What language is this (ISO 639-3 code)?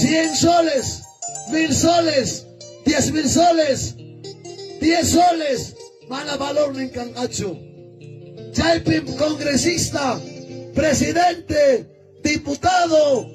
quy